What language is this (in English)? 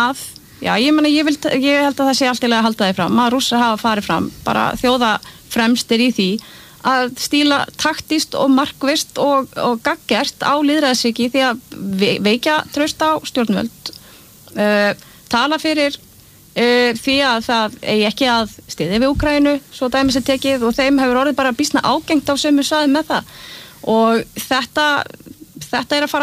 Icelandic